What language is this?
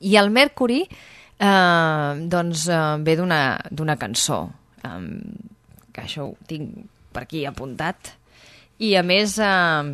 Catalan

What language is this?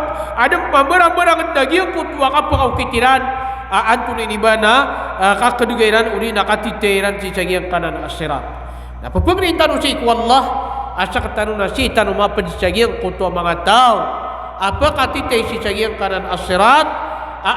Maranao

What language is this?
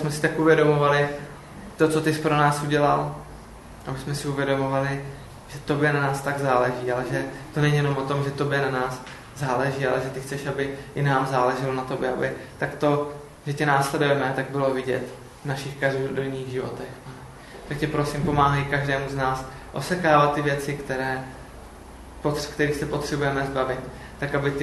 Czech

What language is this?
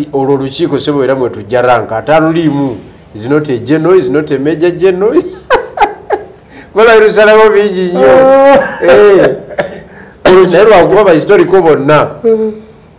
Ganda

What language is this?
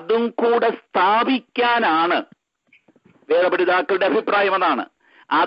Malayalam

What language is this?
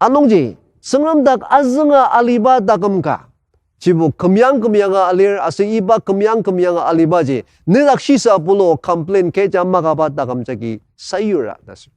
Ao Naga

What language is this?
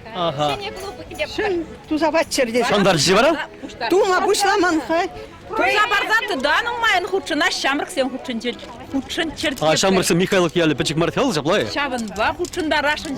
Chuvash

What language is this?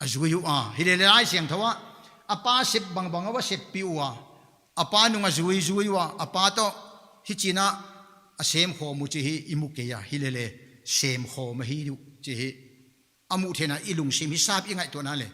Paite Chin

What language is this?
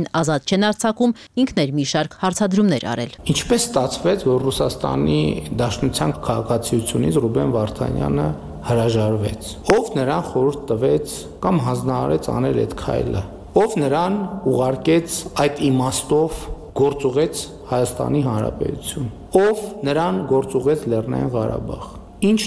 Armenian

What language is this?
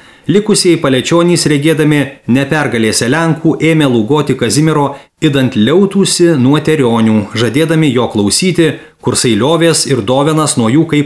Lithuanian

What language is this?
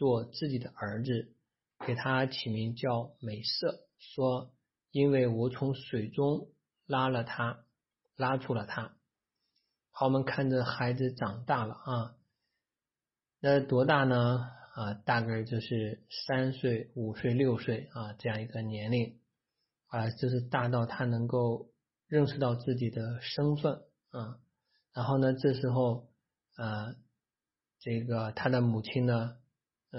Chinese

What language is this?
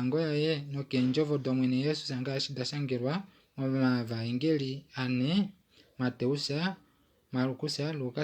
Kuanyama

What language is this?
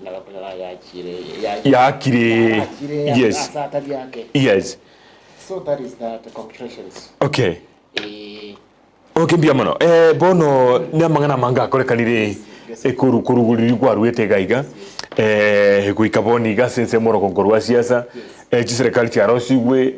Gusii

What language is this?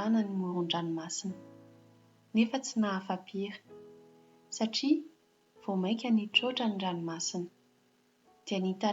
Malagasy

